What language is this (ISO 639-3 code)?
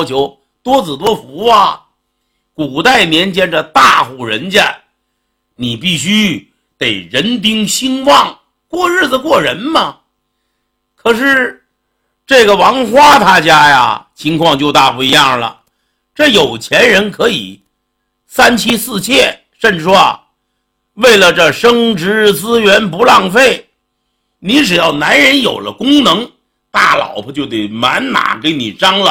zho